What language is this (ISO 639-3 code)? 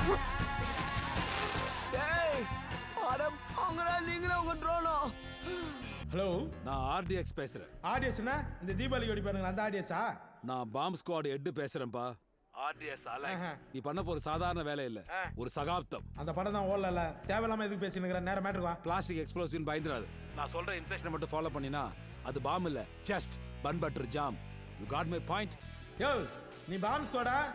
tam